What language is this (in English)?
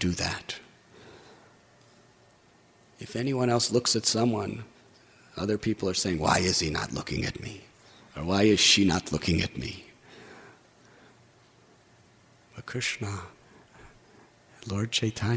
English